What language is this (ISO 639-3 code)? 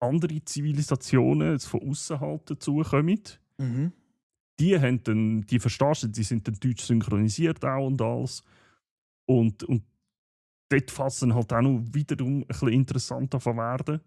gsw